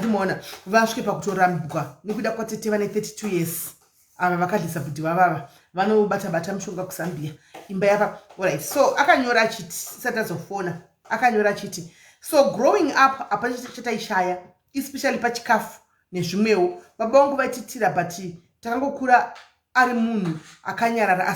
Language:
Shona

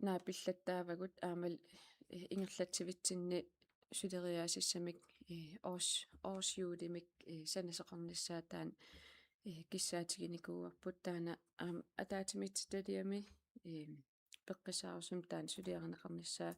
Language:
Kalaallisut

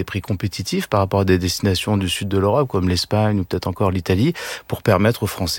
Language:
French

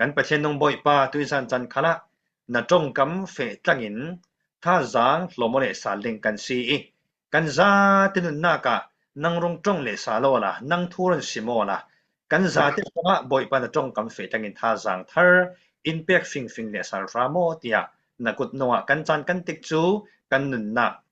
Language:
Falam Chin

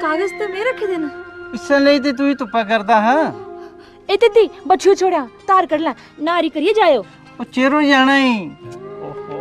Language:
Dogri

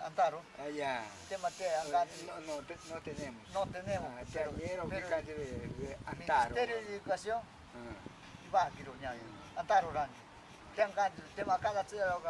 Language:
Ashéninka Perené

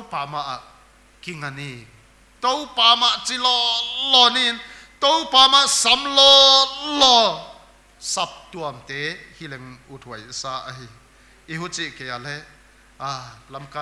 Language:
Paite Chin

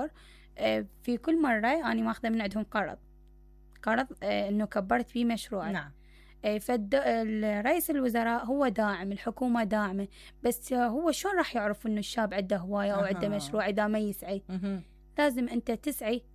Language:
Mesopotamian Arabic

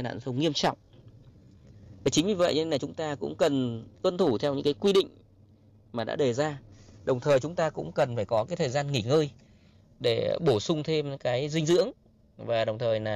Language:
Vietnamese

